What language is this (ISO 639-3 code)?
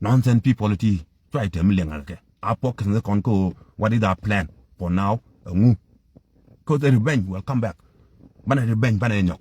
nus